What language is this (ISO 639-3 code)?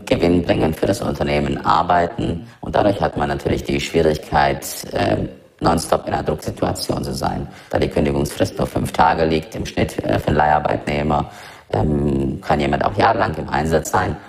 deu